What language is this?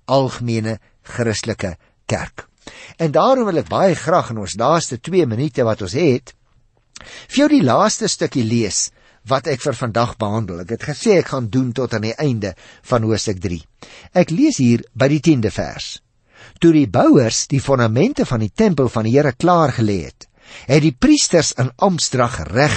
Afrikaans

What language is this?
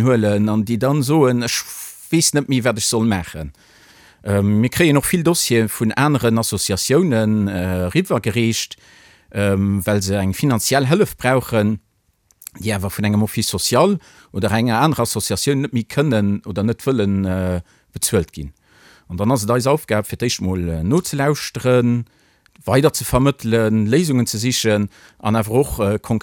Luxembourgish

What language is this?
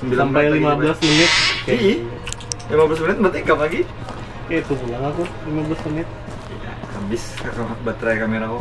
Banjar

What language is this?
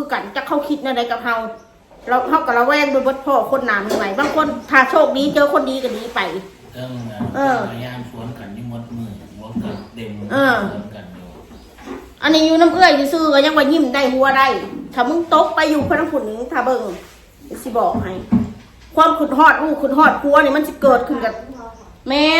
Northeastern Thai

